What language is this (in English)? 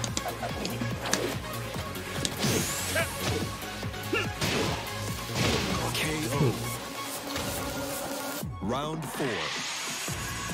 Korean